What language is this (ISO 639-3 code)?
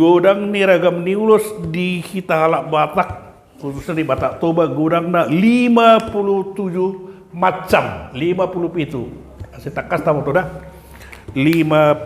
bbc